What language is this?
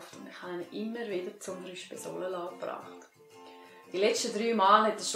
Swiss German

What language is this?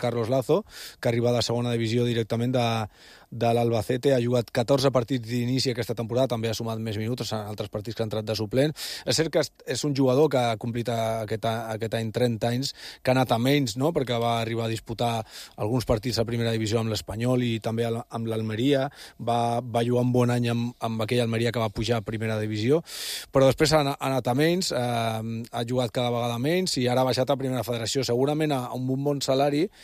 Catalan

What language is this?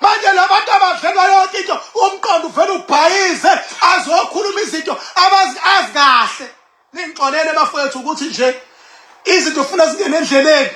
Zulu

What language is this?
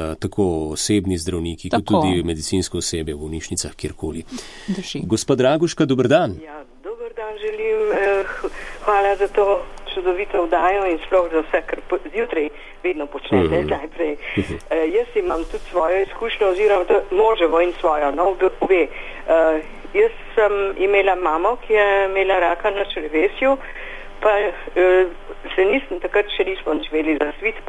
Slovenian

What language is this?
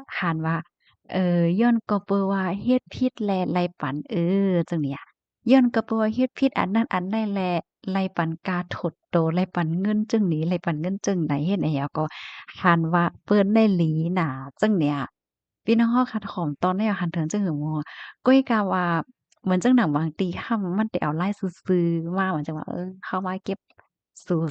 Shan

